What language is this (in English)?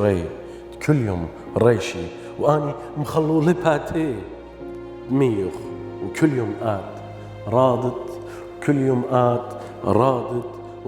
Assyrian Neo-Aramaic